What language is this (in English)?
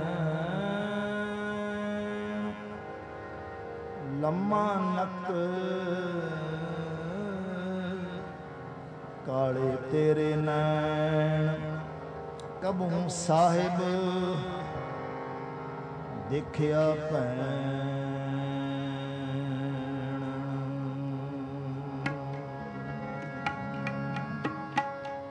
Punjabi